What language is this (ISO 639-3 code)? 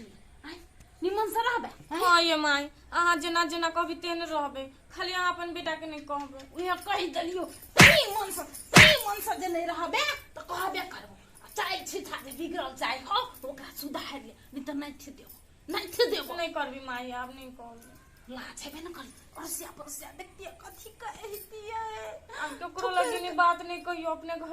mai